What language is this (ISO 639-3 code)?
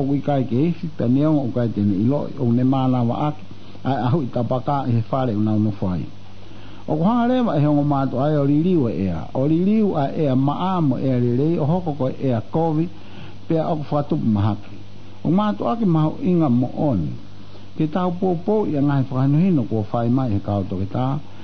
ton